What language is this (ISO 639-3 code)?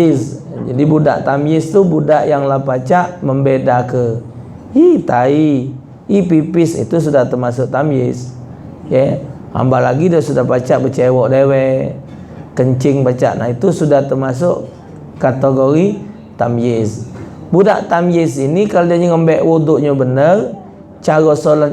mui